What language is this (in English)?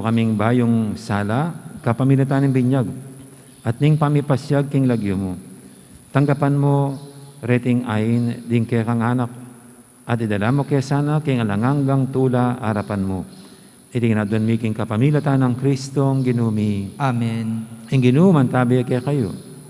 Pampanga